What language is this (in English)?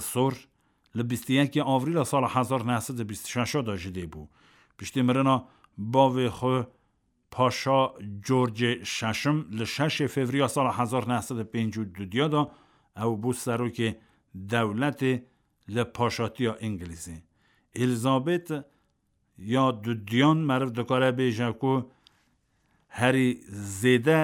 Kurdish